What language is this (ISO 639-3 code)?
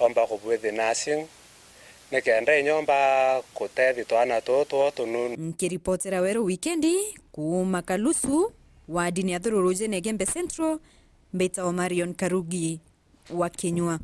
mer